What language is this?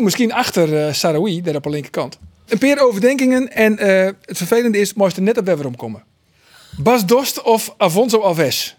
Western Frisian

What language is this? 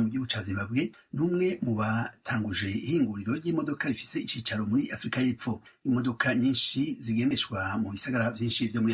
Rundi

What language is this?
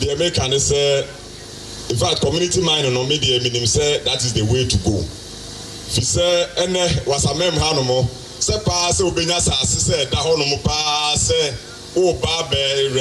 Akan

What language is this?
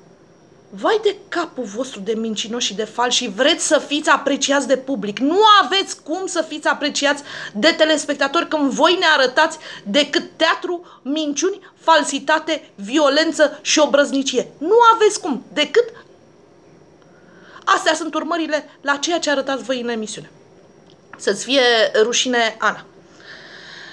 Romanian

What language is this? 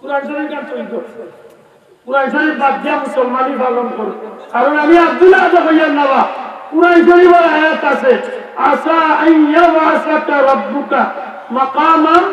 Sylheti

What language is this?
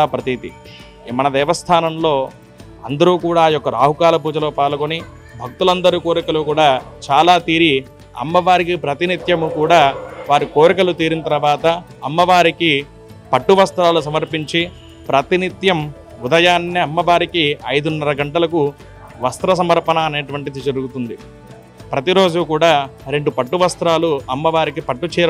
Telugu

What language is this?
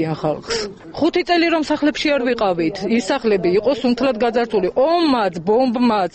Georgian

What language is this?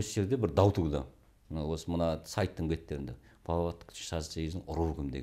Kazakh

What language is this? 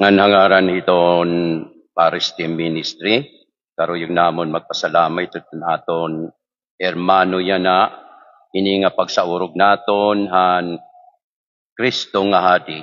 Waray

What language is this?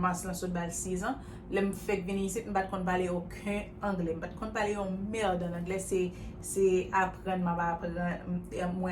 Haitian Creole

